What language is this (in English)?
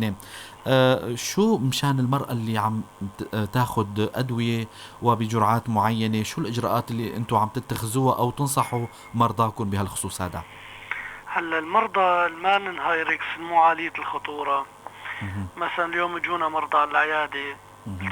North Levantine Arabic